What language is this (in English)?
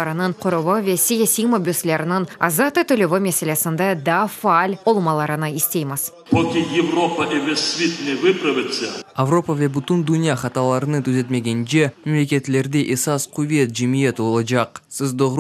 Crimean Tatar